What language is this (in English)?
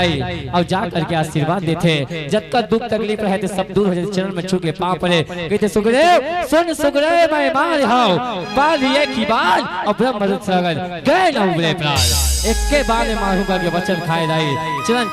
Chhattisgarhi